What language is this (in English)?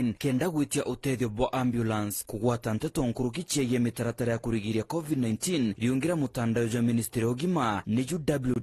Meru